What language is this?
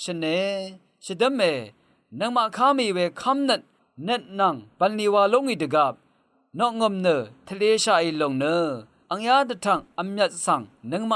Rawang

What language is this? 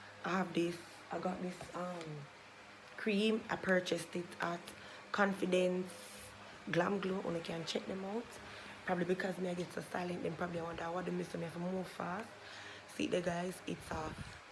Jamaican Creole English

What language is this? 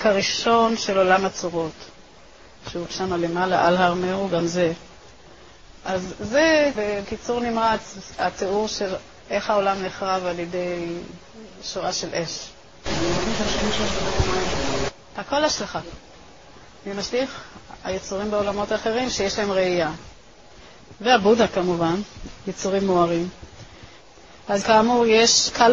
Hebrew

